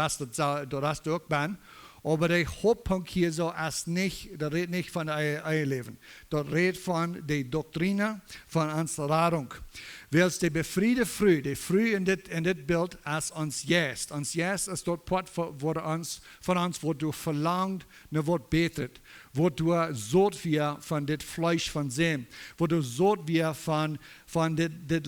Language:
Plautdietsch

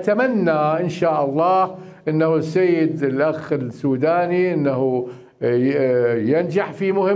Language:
Mesopotamian Arabic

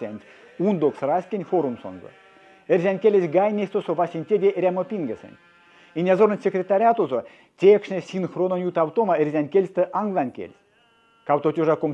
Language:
Erzya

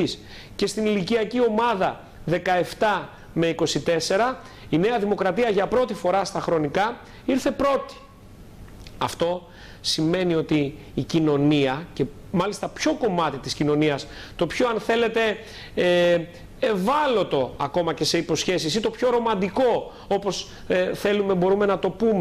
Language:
Greek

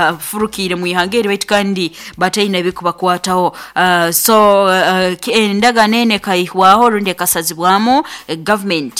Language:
Nyoro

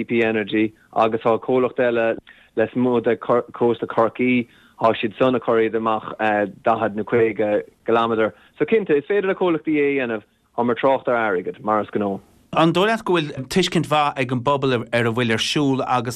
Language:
Irish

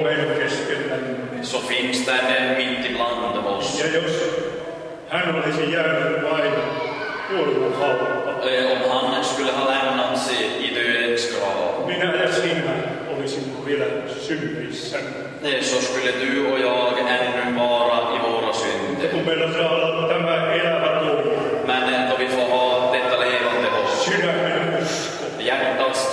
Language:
Finnish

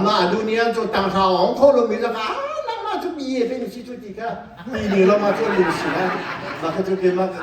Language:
Hakha Chin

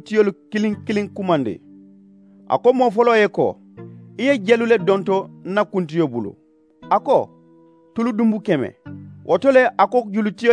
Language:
Mandingo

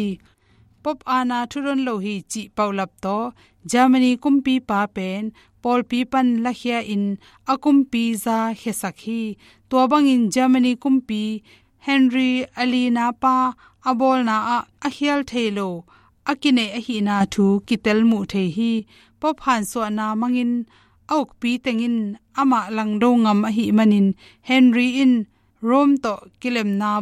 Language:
Tedim Chin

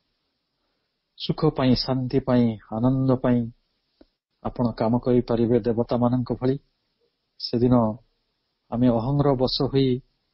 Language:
Odia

